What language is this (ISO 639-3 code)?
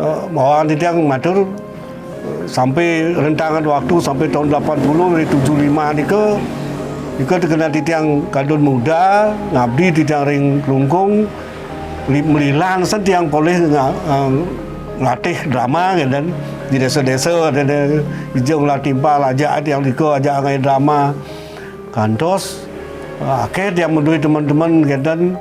ban